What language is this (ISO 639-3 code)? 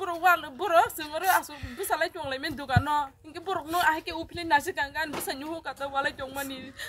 trp